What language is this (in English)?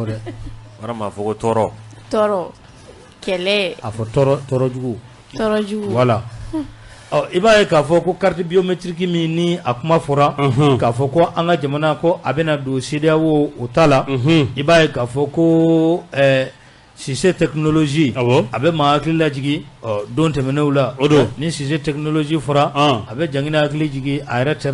Bambara